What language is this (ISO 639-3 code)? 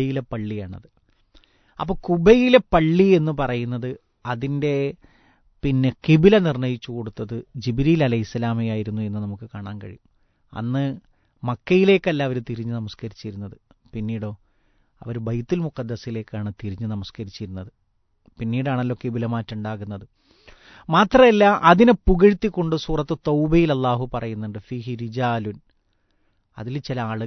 mal